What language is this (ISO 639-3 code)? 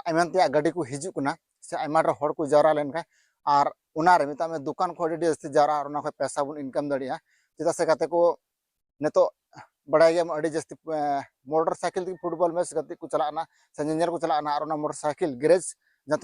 sat